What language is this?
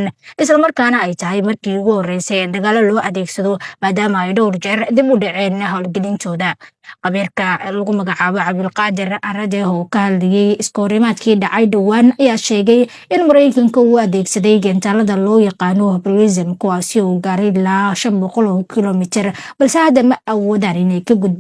Somali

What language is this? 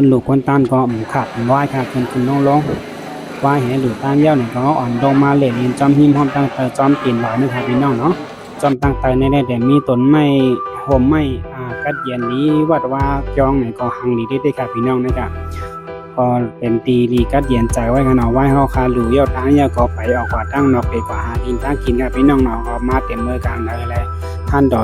Shan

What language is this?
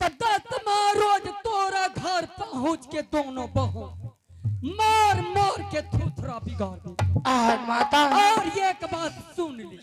Angika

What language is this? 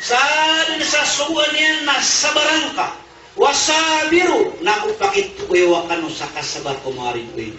Maranao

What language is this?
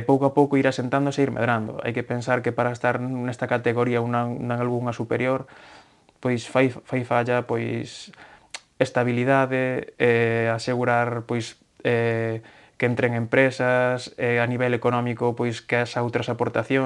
Galician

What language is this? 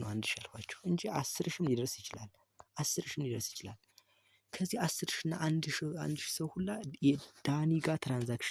Amharic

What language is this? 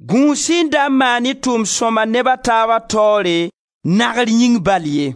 Mossi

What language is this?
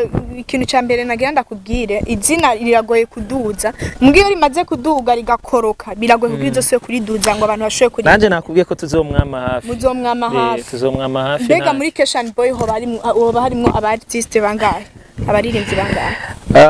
Rundi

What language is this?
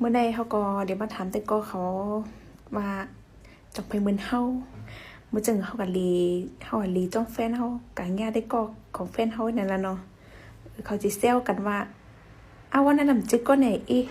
Shan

